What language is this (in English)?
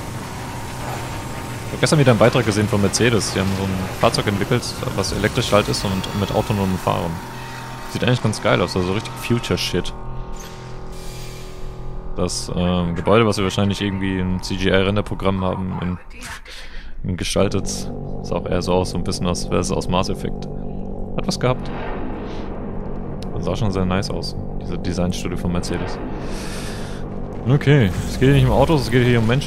German